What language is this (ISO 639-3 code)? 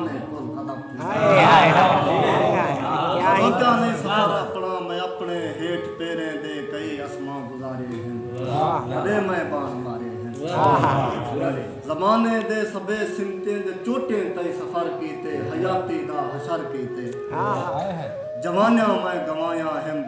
skr